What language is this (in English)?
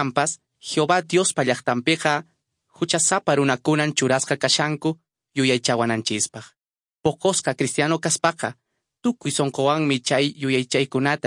Quechua